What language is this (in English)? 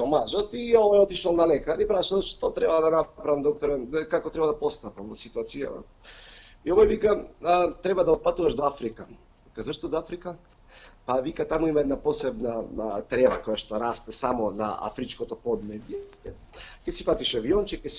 Macedonian